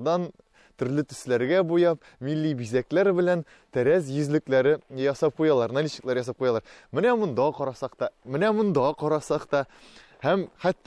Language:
Tatar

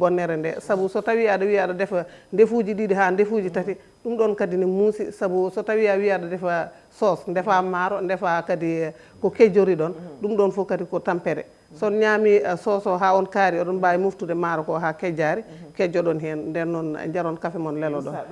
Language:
Fula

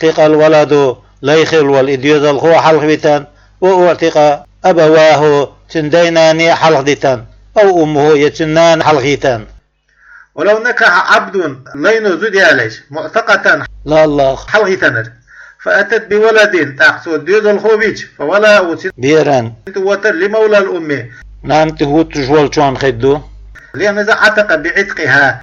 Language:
Chechen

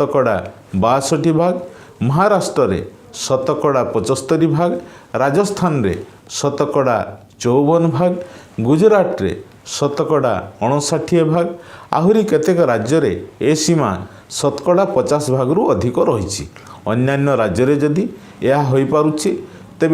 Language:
Odia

